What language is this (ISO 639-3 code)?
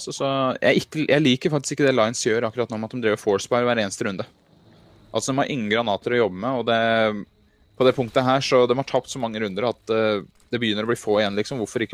nor